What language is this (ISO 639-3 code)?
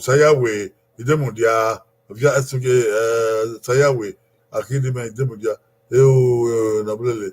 bin